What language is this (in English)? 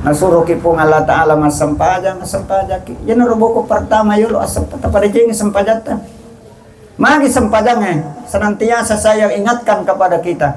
Buginese